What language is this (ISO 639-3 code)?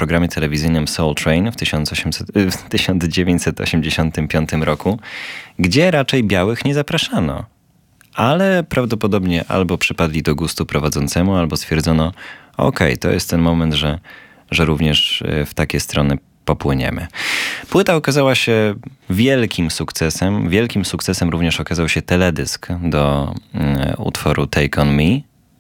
pol